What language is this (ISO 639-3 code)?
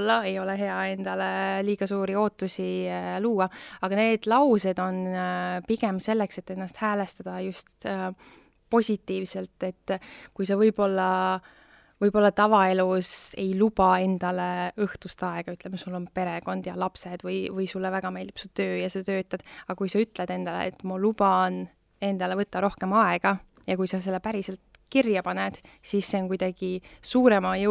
est